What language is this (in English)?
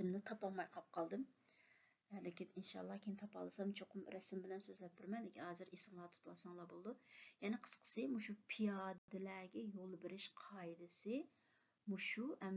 Uyghur